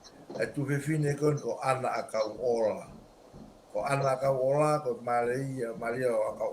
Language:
Tongan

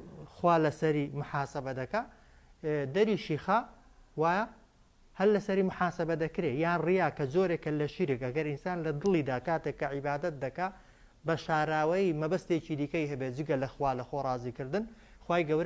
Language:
Central Kurdish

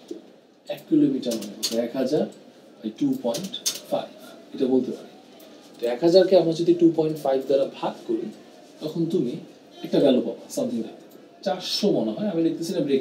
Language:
Bangla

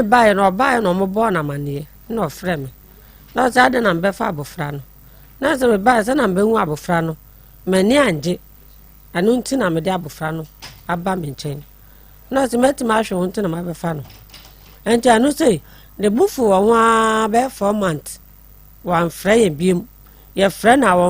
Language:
Akan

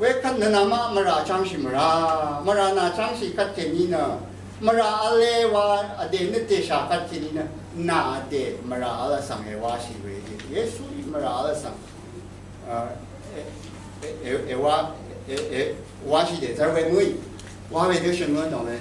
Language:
Rawang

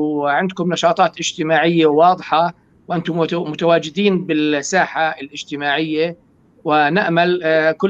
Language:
North Levantine Arabic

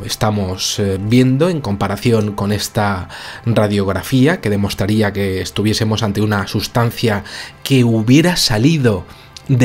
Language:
Spanish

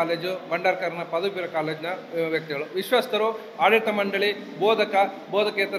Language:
Kannada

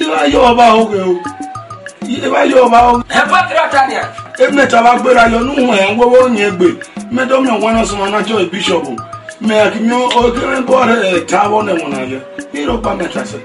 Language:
Esan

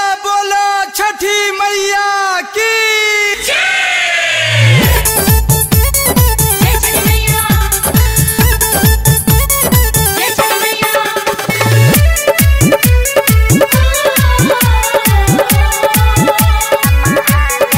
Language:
Bhojpuri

